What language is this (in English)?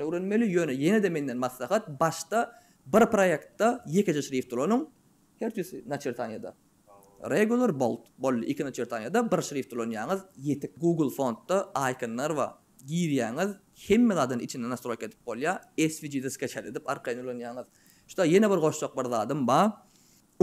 Turkmen